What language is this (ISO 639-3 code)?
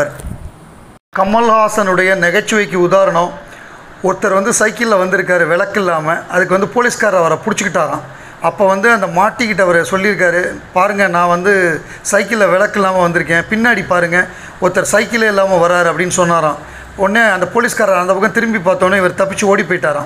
tam